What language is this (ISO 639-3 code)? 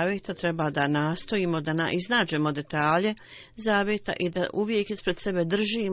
bos